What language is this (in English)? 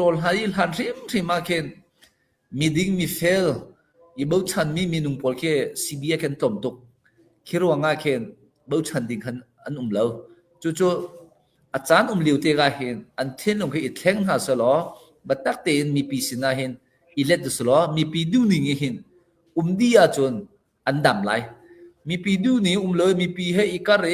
Hakha Chin